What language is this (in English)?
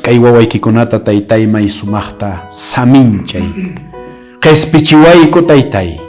Quechua